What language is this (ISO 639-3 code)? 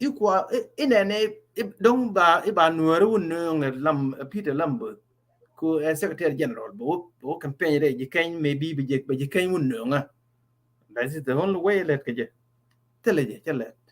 nus